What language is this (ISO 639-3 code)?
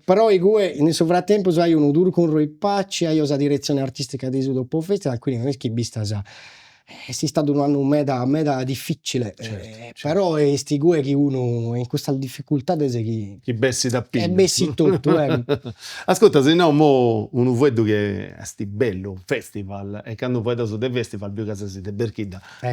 srd